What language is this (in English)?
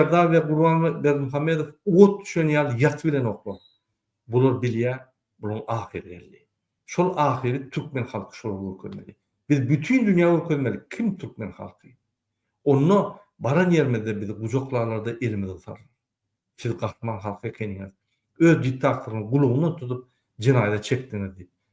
Turkmen